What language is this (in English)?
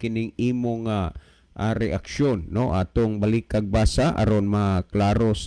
Cebuano